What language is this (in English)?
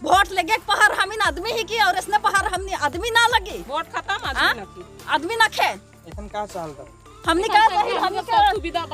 Sadri